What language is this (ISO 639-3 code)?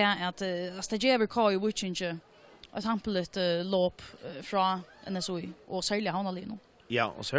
fao